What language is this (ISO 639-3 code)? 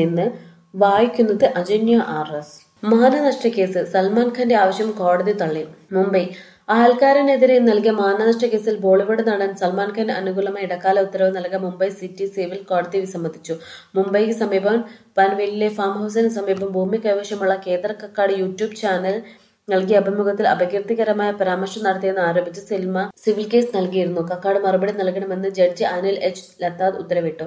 mal